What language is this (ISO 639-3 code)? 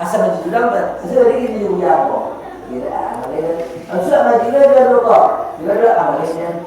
min